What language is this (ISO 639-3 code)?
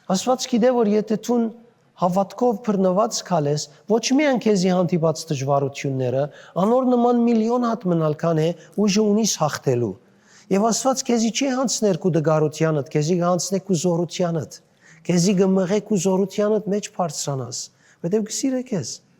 hyw